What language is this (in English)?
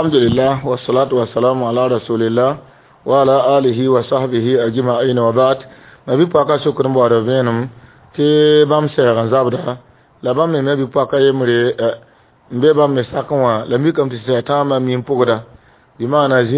Mossi